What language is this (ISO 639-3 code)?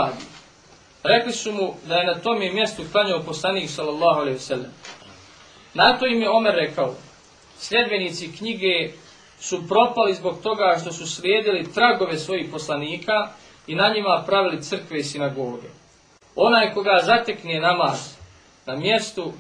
bos